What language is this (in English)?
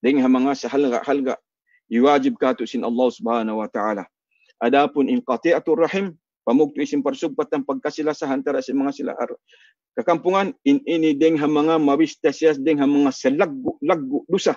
Tausug